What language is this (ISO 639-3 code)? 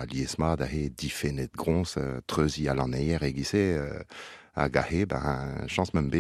bre